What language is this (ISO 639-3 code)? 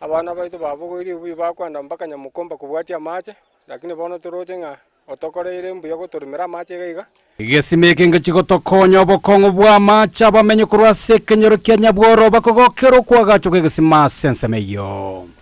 guz